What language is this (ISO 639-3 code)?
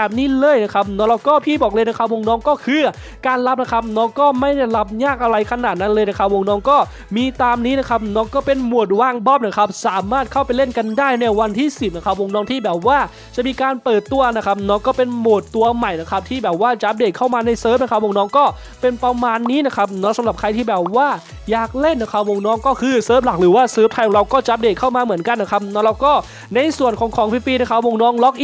tha